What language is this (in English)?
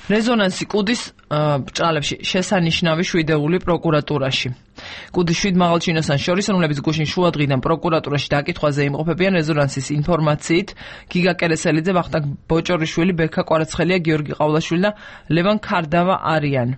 Georgian